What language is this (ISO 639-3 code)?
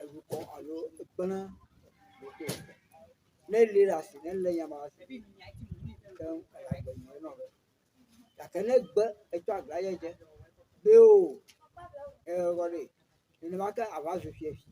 ewe